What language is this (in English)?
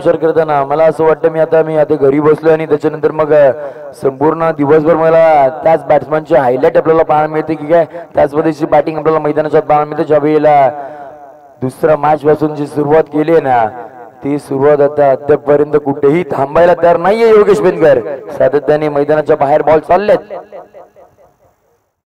Marathi